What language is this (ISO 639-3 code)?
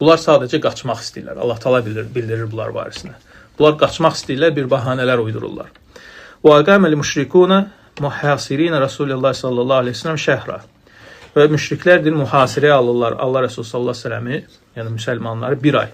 aze